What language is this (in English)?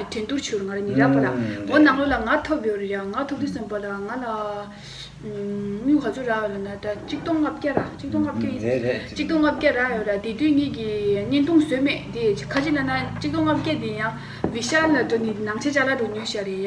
Tibetan